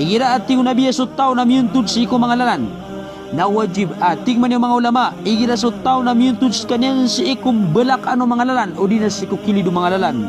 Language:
Maranao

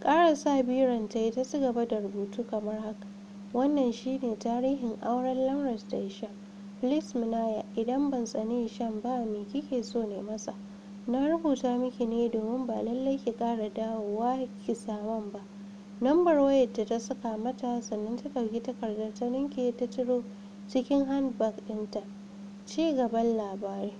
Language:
Hausa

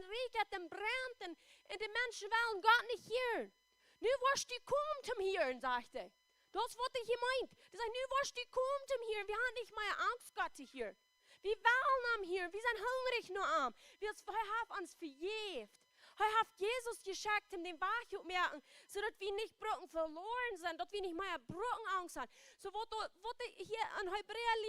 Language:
Plautdietsch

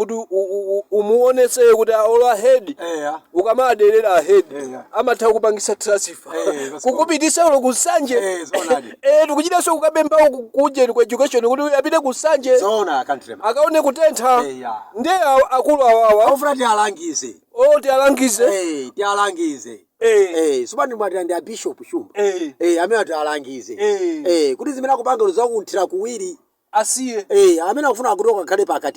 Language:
Nyanja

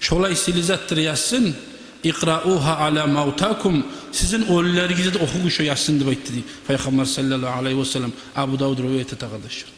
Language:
Kumyk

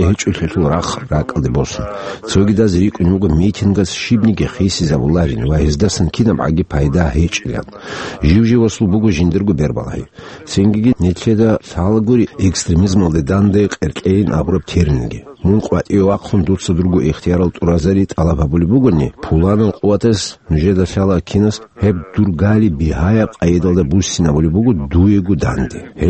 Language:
Avaric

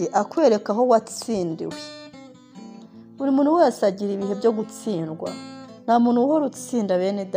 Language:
Kinyarwanda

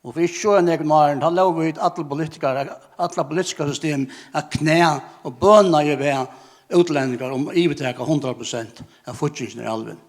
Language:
Faroese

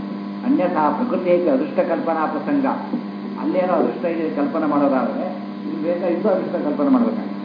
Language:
Kannada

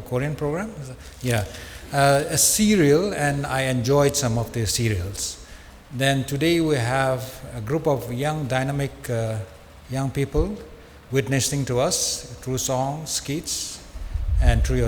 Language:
Tangkhul Naga (India)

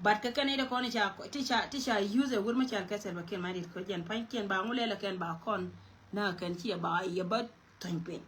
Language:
Nuer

